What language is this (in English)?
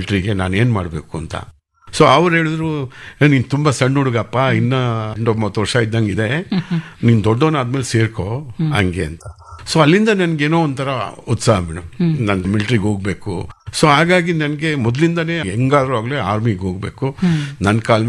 Kannada